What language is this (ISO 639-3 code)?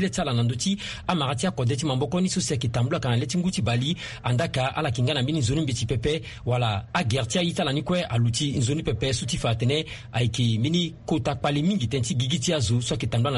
sag